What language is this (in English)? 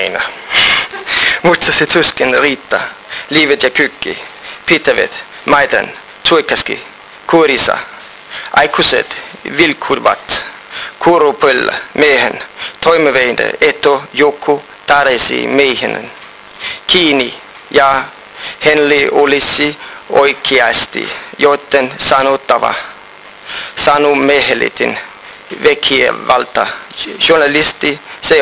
Finnish